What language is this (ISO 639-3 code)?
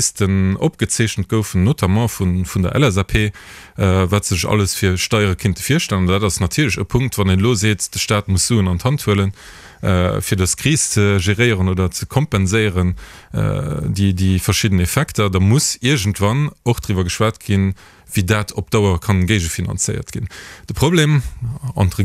ltz